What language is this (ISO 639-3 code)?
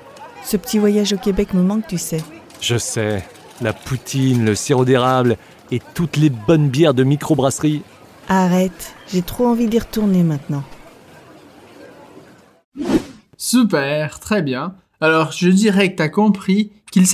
fra